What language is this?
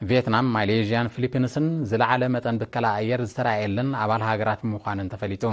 Tigrinya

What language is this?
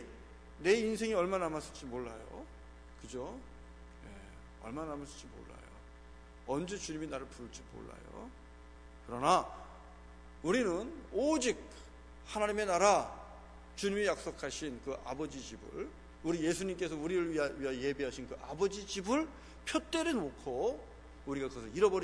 Korean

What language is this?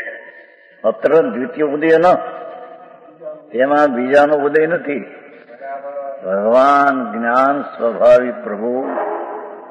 Gujarati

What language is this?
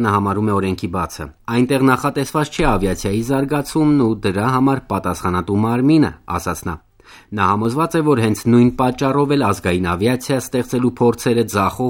Armenian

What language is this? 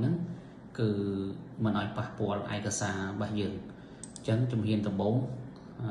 Khmer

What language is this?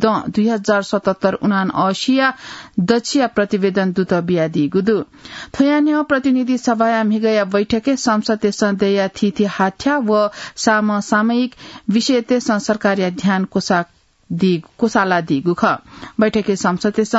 Newari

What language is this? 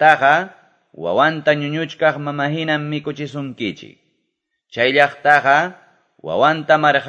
Quechua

